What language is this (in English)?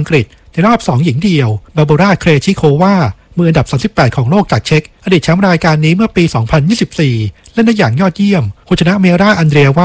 Thai